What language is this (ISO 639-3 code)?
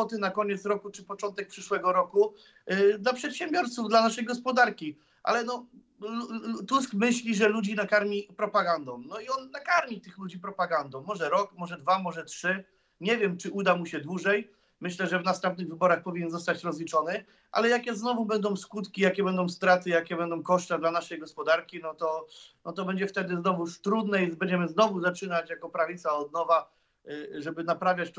pol